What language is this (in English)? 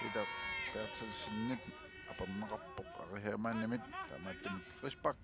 Kalaallisut